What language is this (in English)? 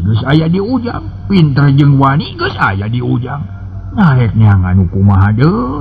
Sundanese